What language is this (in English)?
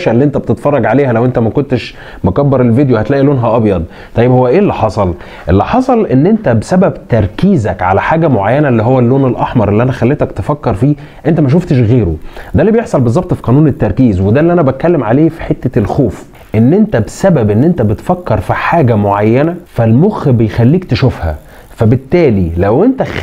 Egyptian Arabic